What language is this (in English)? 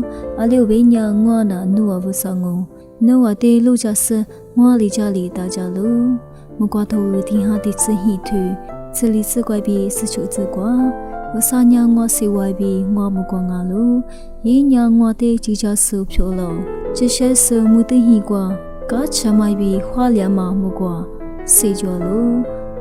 Lisu